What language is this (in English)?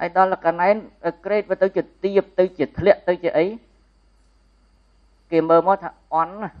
Khmer